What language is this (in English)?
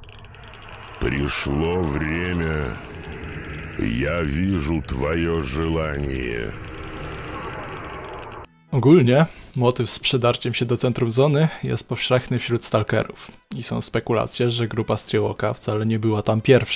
Polish